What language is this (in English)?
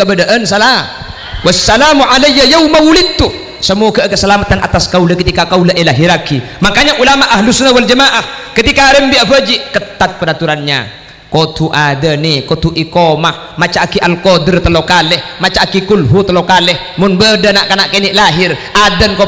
Madurese